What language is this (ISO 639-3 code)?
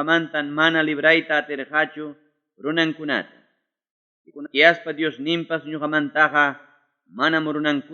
quy